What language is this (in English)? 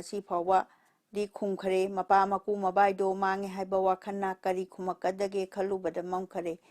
Manipuri